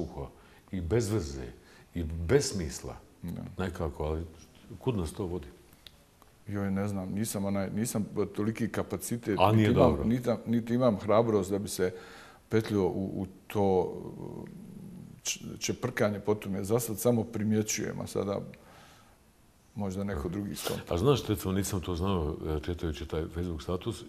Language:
Bosnian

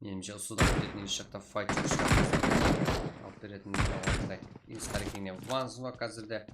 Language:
Kara-Kalpak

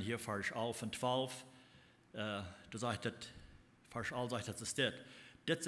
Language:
Plautdietsch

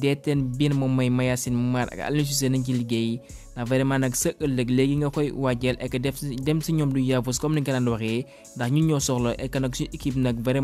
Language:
Wolof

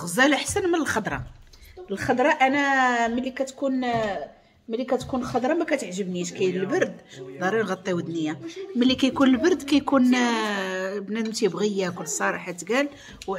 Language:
Moroccan Arabic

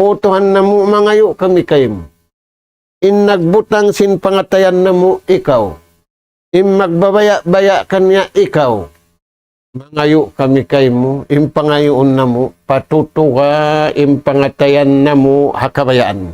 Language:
Tausug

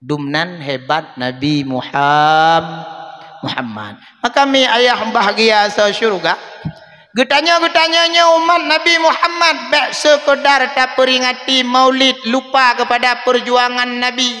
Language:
Achinese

